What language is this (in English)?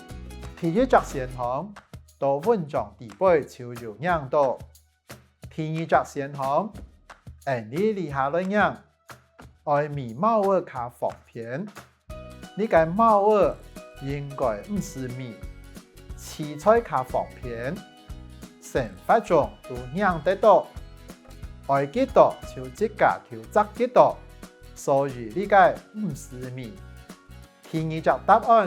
Hakka Chinese